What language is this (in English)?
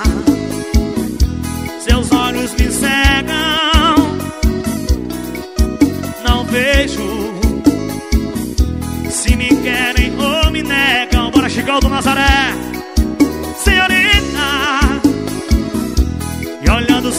Portuguese